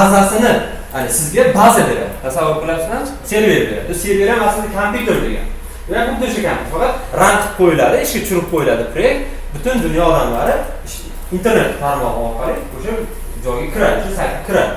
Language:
Uzbek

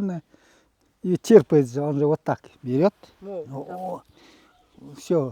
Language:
Nanai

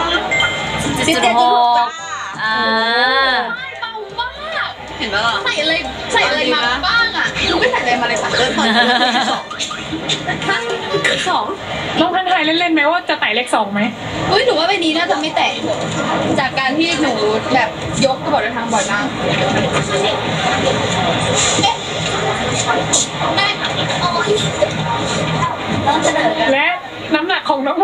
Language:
Thai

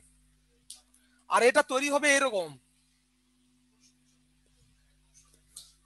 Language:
Bangla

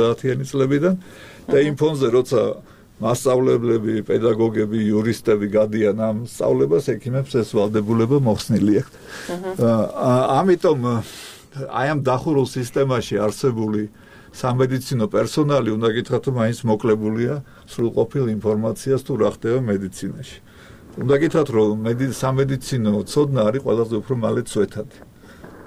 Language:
Georgian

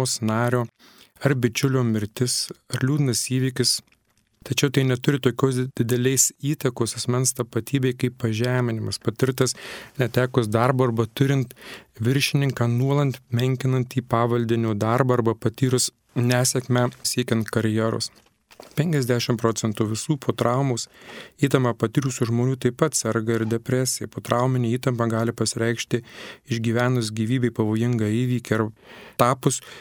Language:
Lithuanian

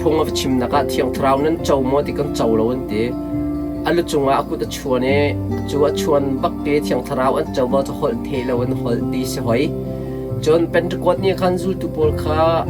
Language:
Hakha Chin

